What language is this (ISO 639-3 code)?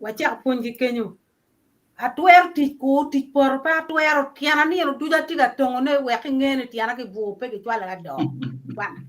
ach